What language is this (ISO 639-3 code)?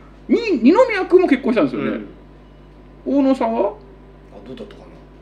jpn